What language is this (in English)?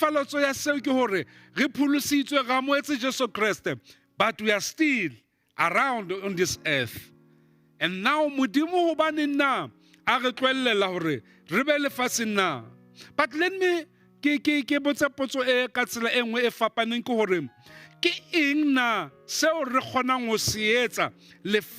Southern Sotho